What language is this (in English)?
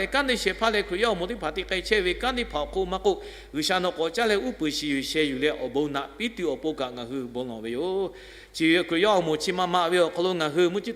Lahu